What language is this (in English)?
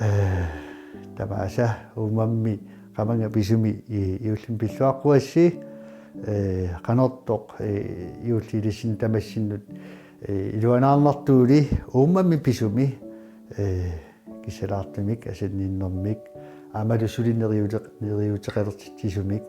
Kalaallisut